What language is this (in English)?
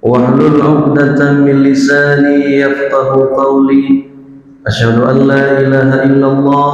Achinese